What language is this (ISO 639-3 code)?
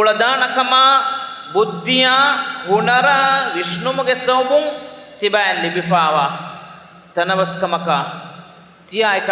div